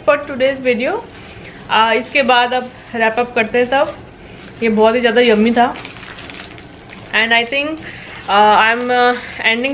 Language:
Hindi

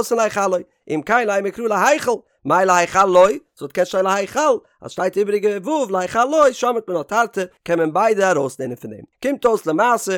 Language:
Yiddish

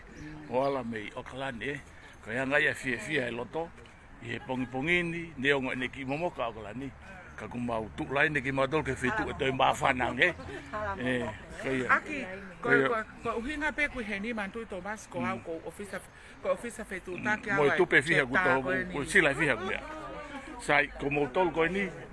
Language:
Tongan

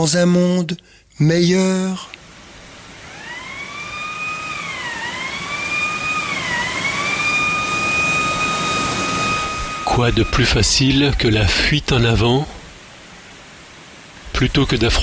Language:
French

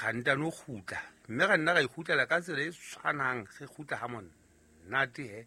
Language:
Southern Sotho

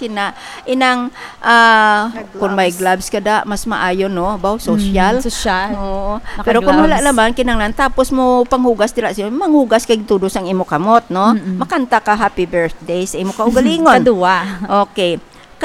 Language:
Hiligaynon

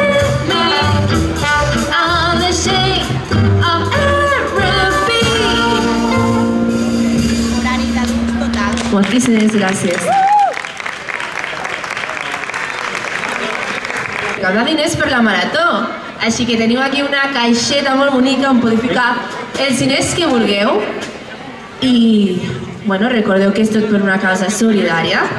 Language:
Catalan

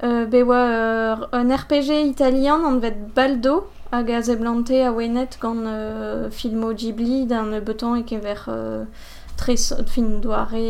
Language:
Breton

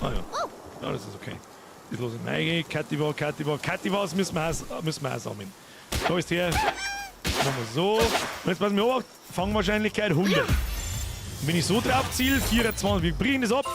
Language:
Bavarian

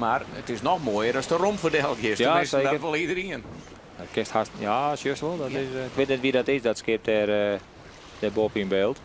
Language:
Western Frisian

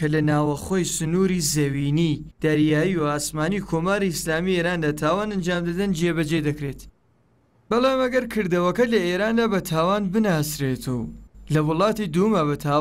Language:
Central Kurdish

